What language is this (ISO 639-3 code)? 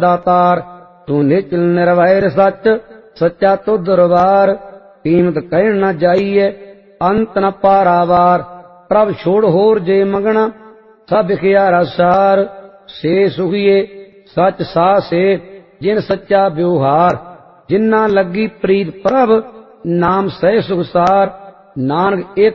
pan